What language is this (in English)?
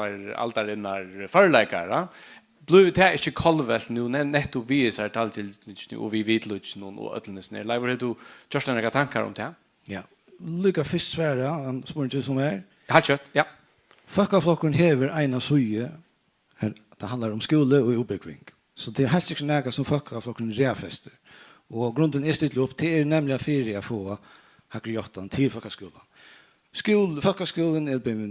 Faroese